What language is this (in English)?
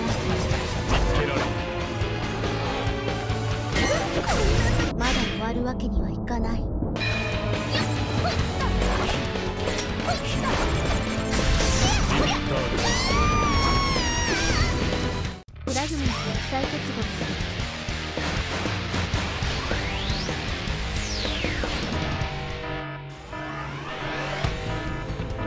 Japanese